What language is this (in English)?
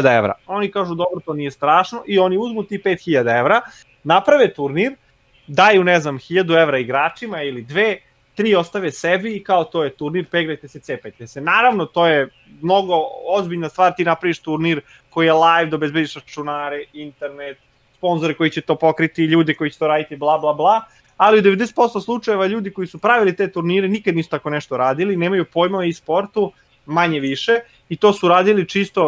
Serbian